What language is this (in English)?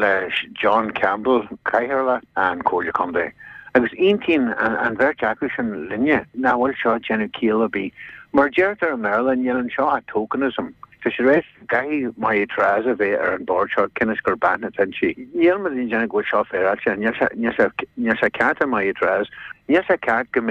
Irish